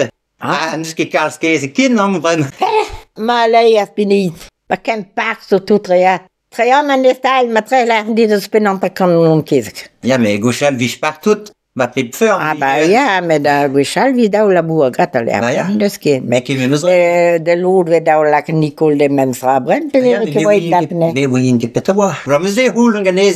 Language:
Breton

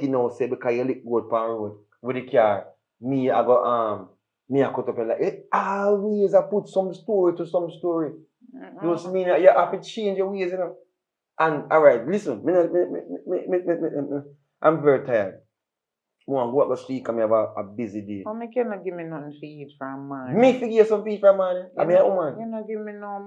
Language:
Jamaican Creole English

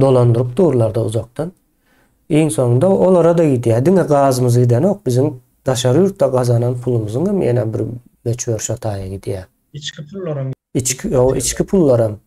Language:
Turkmen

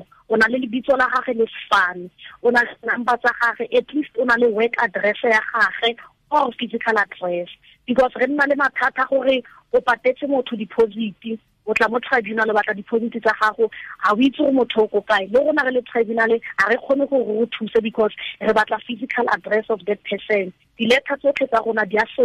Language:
Tswana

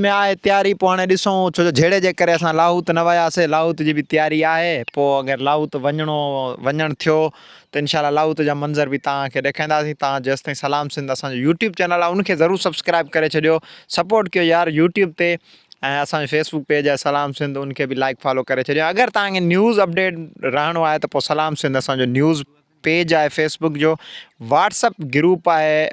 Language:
Sindhi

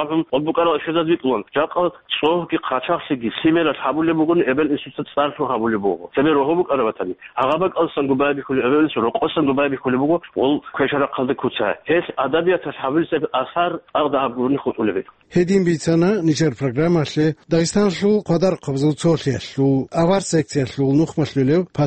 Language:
Avaric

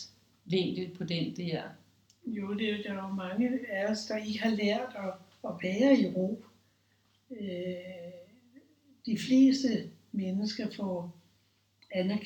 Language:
Danish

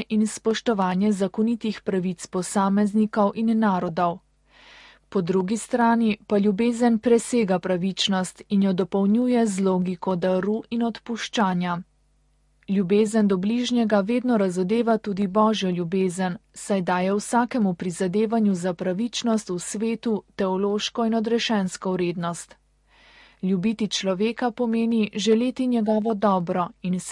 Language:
Slovenian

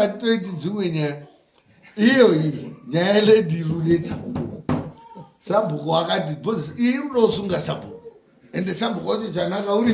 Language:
Shona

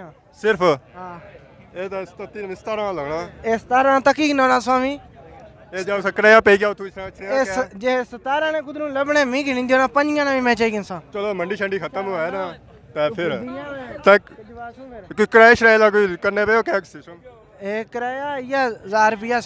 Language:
Pahari-Potwari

